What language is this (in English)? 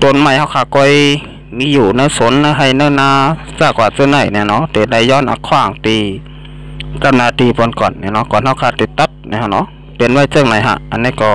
Shan